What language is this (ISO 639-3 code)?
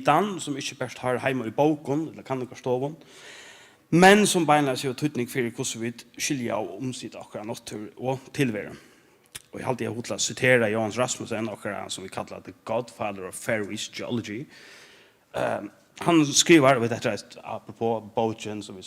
fao